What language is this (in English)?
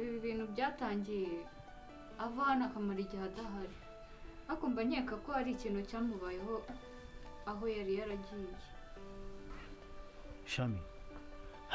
Kinyarwanda